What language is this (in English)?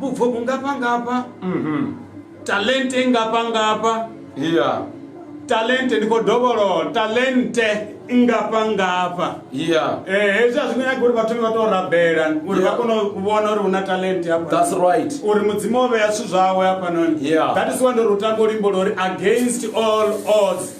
Venda